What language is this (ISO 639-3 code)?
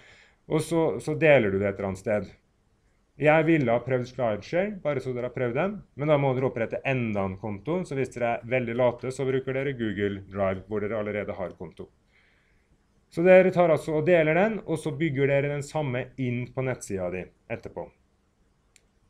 nor